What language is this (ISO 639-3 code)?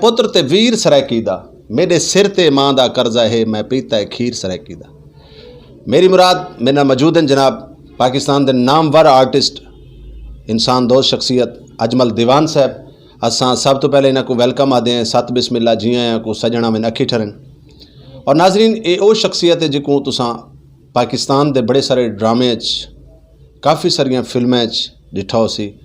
skr